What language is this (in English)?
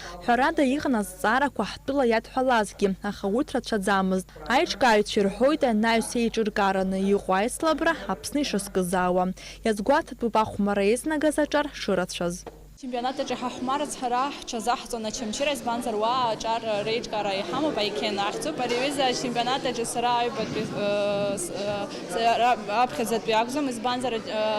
Abkhazian